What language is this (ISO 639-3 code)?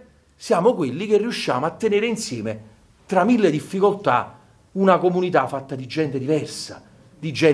ita